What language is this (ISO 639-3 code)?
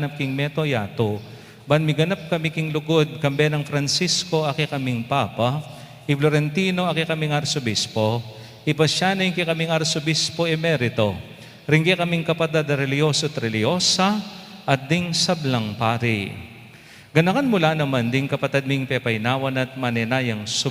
pam